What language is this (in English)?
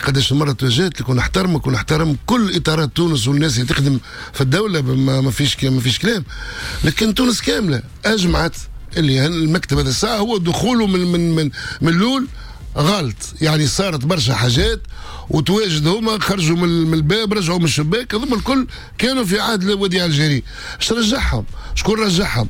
Tunisian Arabic